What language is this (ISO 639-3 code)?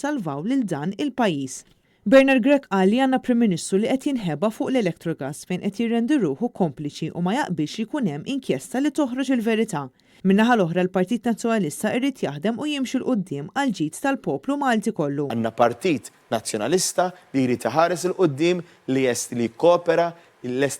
mlt